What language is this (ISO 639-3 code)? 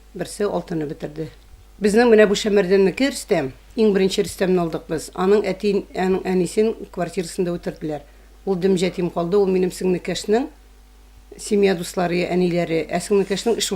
tat